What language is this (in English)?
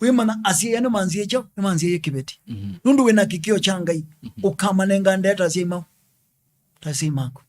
Kamba